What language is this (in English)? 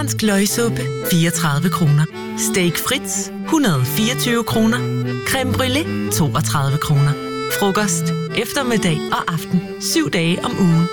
Danish